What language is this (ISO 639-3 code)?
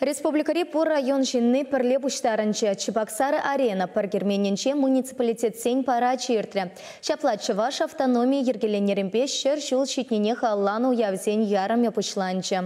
chv